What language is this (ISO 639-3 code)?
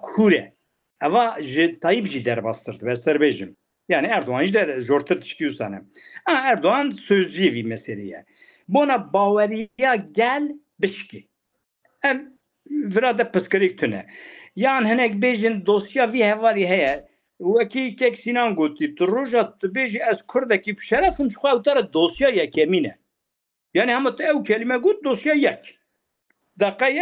kur